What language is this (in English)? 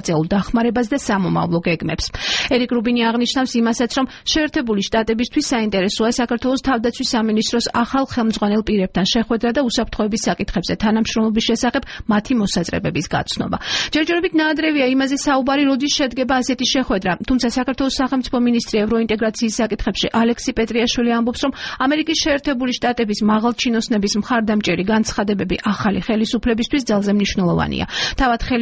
Georgian